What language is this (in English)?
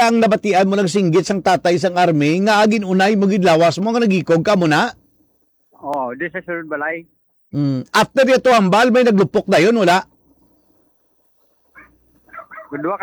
Hiligaynon